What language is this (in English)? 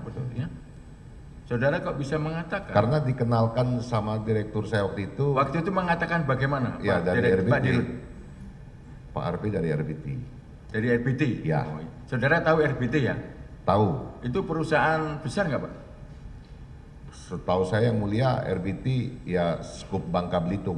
Indonesian